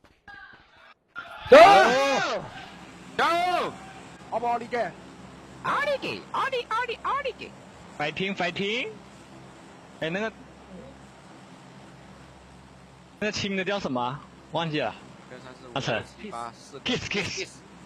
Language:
Chinese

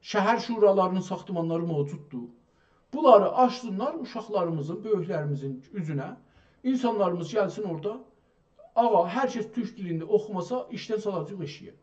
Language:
South Azerbaijani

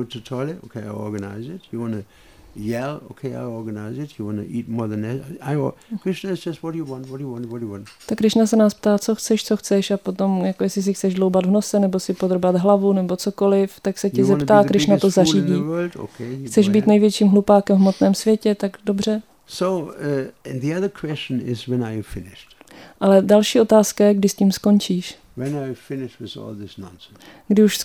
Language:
Czech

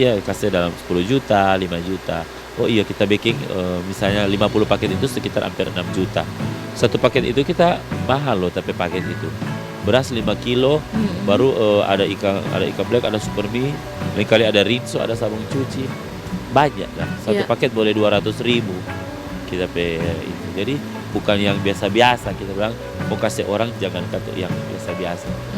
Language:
Manado Malay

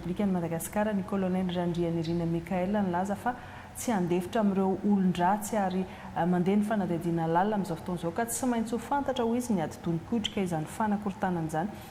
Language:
Malagasy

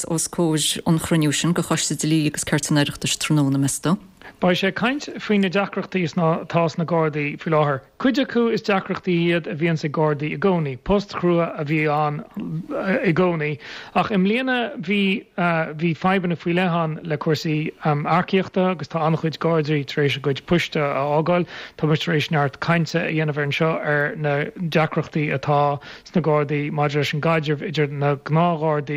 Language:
Irish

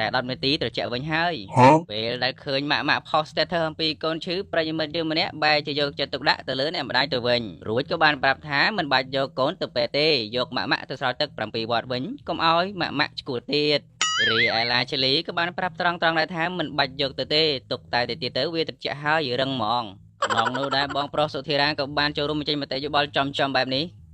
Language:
Khmer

